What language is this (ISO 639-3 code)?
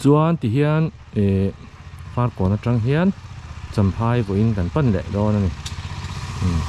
lus